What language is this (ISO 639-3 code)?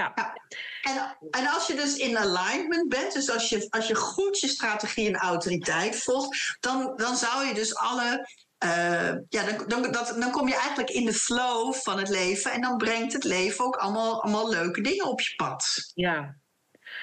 nld